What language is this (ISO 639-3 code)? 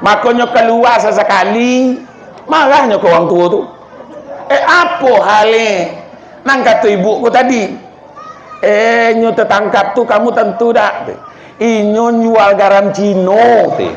min